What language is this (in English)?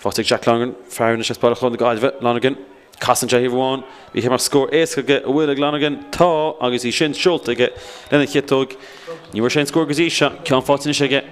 Irish